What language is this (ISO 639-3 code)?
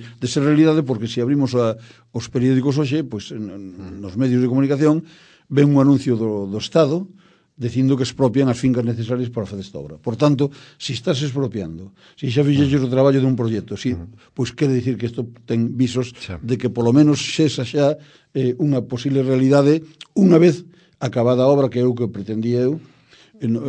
glg